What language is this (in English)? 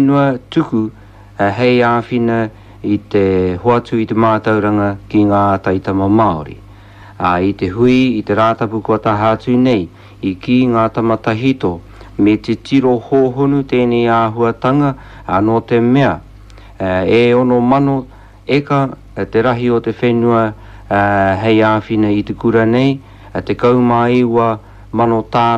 Māori